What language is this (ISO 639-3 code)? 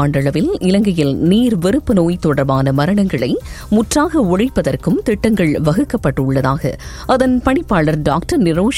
tam